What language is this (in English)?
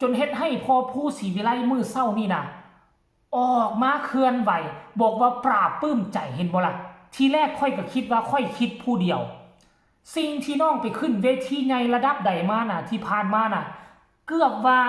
Northeastern Thai